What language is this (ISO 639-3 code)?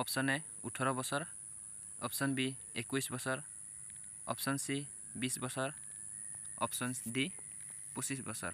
asm